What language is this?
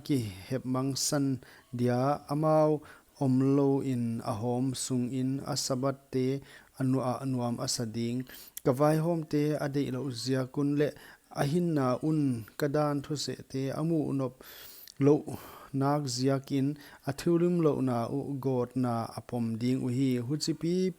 Paite Chin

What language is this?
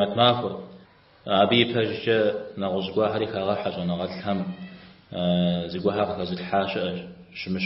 Kabardian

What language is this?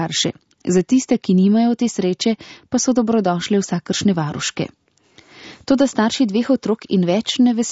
Slovenian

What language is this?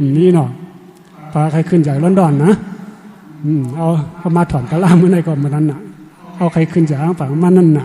Shan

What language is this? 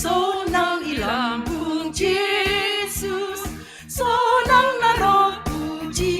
Batak Simalungun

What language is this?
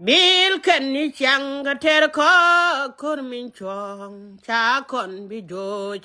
Nuer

